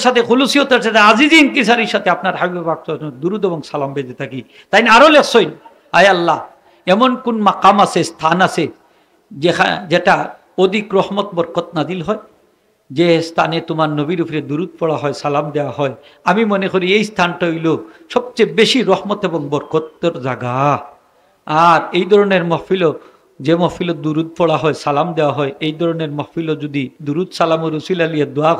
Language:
Sylheti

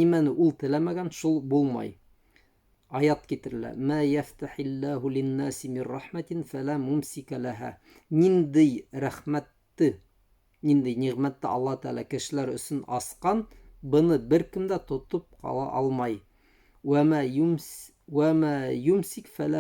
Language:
Bashkir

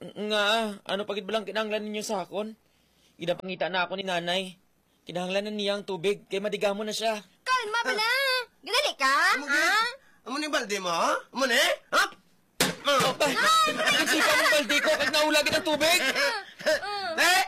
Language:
Hiligaynon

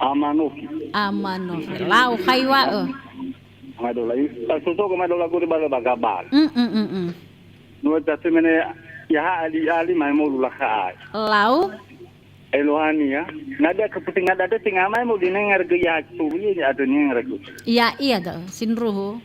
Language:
Nias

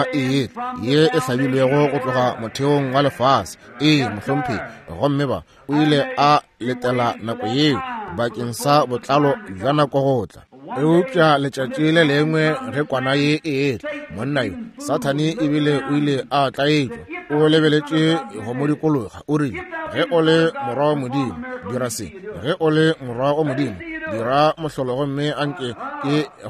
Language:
Northern Sotho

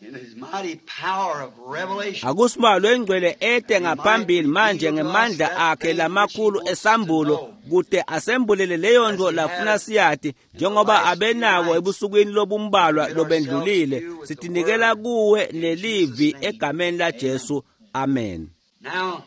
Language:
Swati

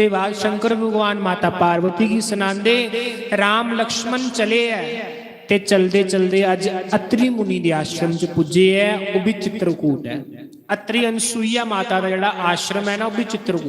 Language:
Dogri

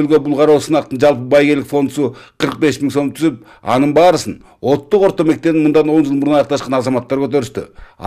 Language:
Kyrgyz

